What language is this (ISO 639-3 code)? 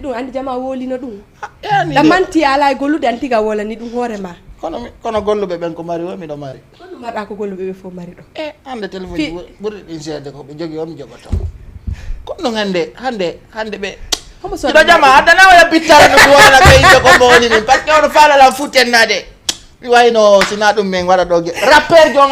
ful